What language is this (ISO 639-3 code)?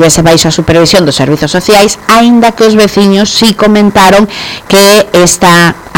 glg